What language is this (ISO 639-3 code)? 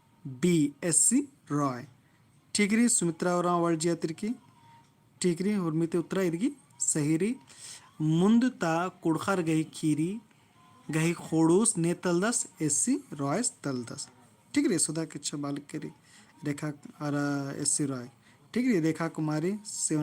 kru